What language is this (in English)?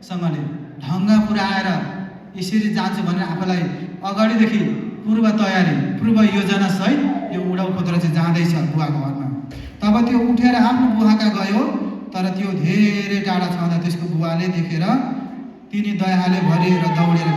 Nepali